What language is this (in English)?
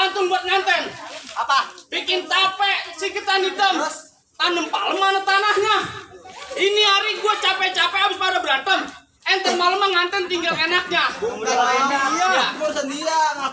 Betawi